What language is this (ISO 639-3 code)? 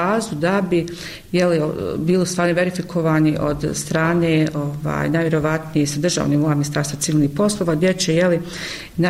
bos